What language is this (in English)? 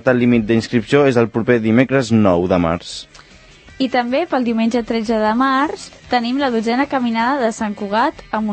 Catalan